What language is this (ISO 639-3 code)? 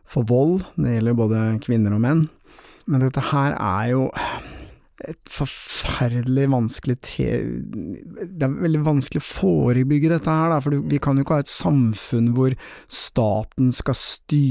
nor